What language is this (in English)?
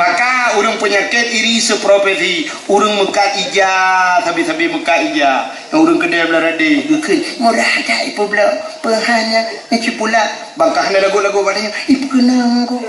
Achinese